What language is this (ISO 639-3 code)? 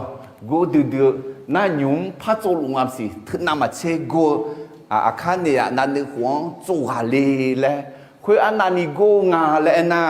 ahk